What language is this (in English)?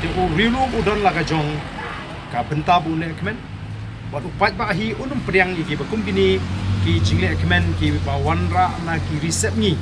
Khasi